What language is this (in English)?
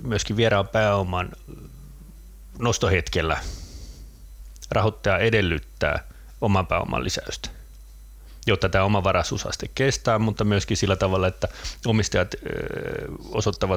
Finnish